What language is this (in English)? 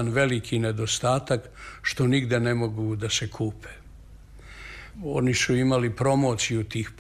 Serbian